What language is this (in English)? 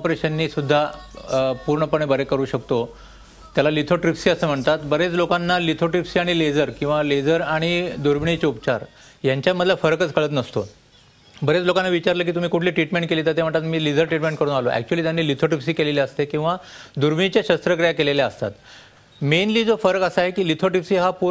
Marathi